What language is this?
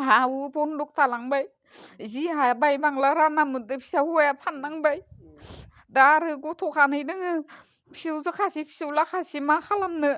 Bodo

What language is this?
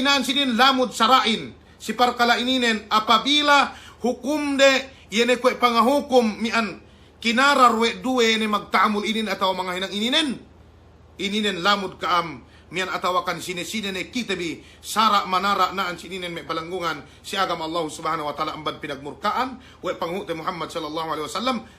Yakan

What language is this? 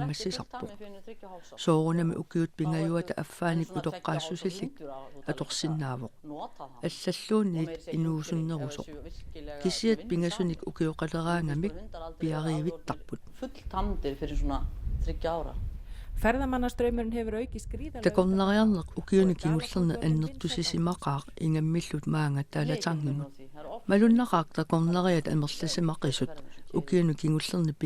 Kalaallisut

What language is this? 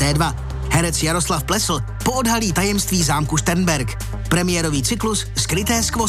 Czech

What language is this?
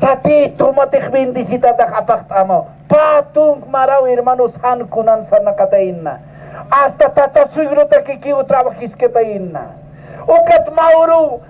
Aymara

